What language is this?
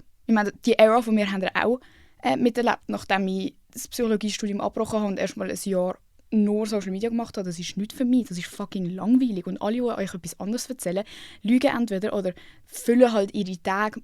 Swiss German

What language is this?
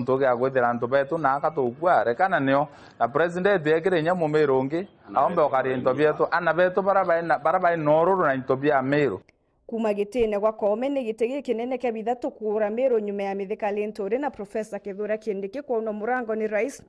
Meru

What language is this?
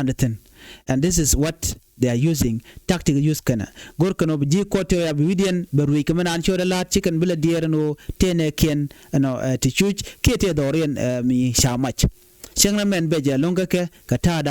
Nuer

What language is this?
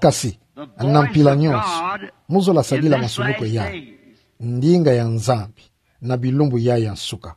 Kituba (Democratic Republic of Congo)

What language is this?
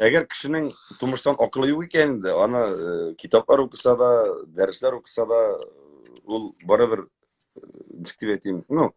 Tatar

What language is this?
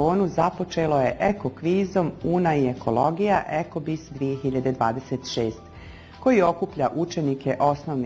Bosnian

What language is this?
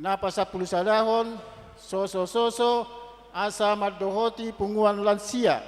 Batak Toba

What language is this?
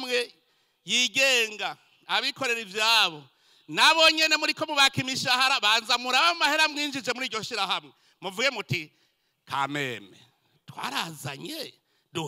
Rundi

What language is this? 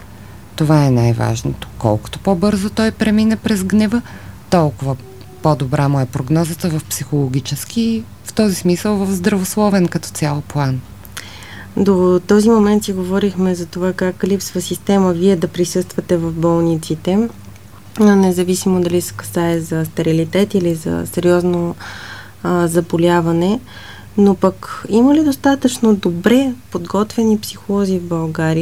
Bulgarian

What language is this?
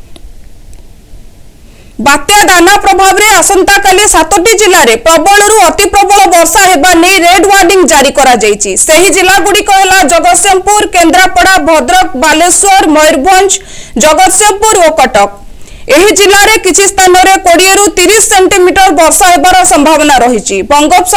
Odia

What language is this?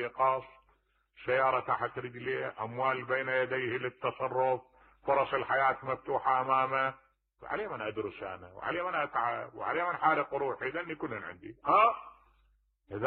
Mesopotamian Arabic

